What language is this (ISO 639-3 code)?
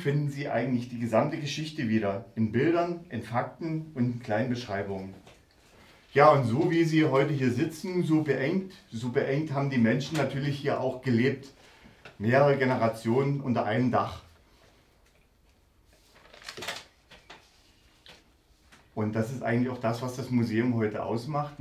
deu